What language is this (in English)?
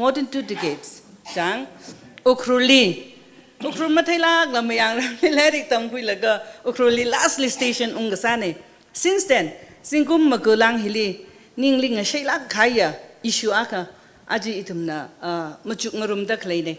Tangkhul Naga (India)